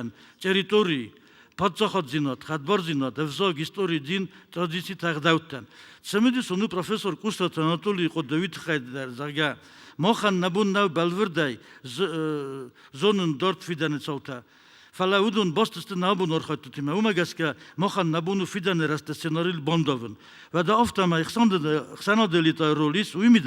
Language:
Ossetic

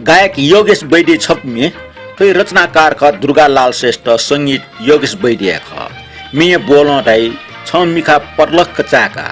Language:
Newari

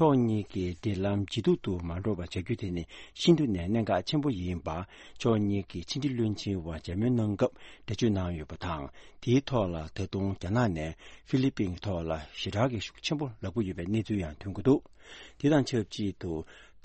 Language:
Tibetan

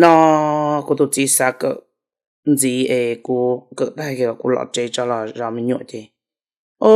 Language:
Hmong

